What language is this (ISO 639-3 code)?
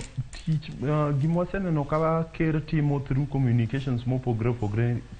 luo